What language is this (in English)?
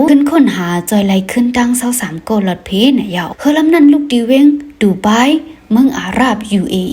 Shan